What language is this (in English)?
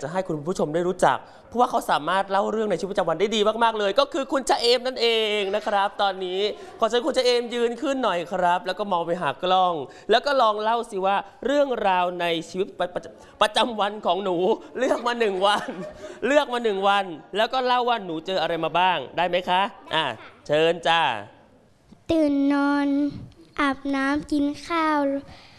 Thai